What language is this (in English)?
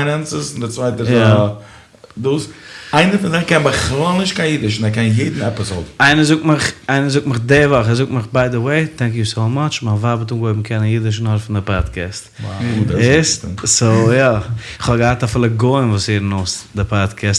Yiddish